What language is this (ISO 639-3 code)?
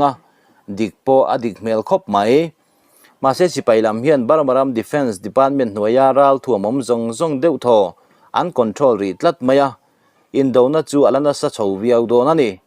lus